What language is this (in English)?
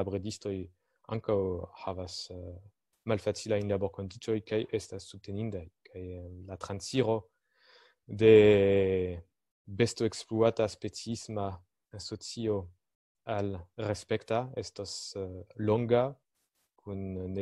Esperanto